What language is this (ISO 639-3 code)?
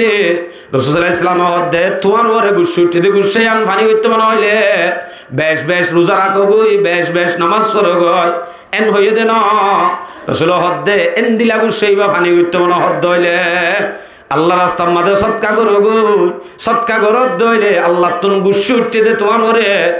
rhg